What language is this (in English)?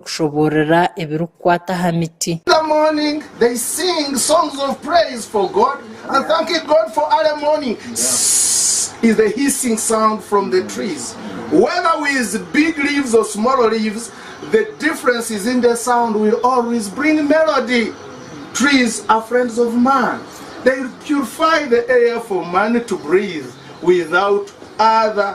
Nyankole